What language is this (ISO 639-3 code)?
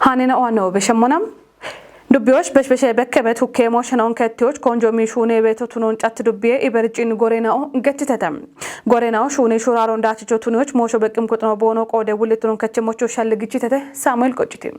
kbr